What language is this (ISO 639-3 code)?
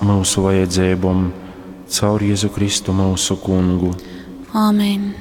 ltg